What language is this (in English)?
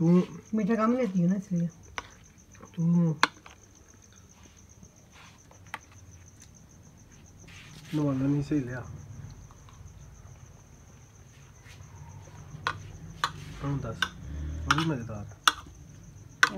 Hindi